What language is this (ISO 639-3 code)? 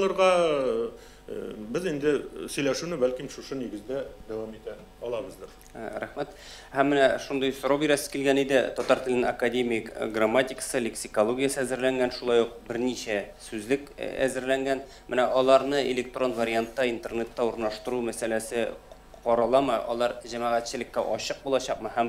tat